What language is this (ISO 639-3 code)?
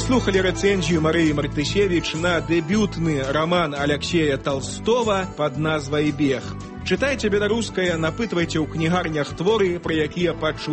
bel